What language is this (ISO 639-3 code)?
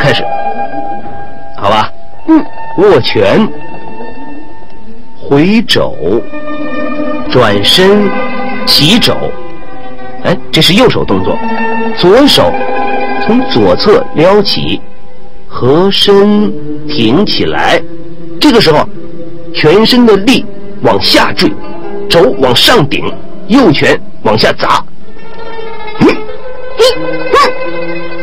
zho